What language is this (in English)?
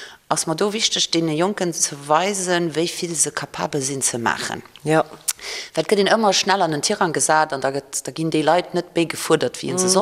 Luxembourgish